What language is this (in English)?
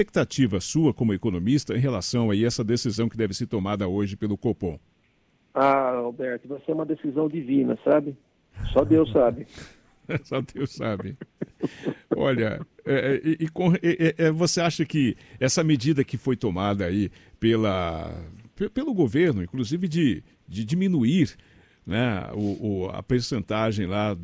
Portuguese